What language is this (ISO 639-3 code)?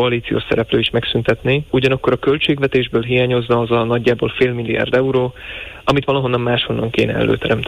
hun